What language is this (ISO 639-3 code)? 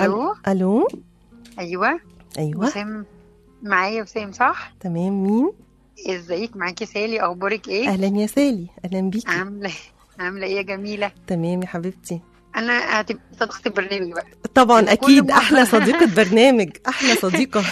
arz